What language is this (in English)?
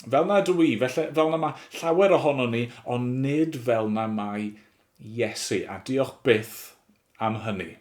Welsh